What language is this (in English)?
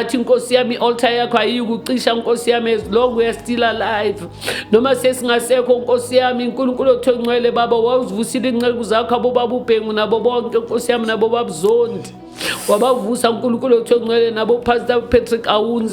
Zulu